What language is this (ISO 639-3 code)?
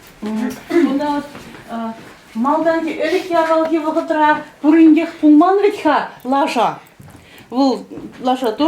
chv